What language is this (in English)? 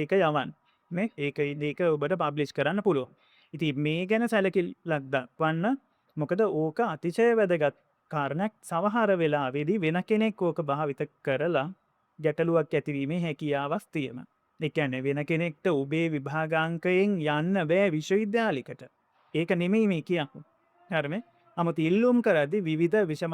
Sinhala